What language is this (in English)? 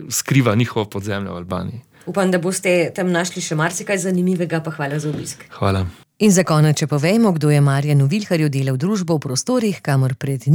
Slovenian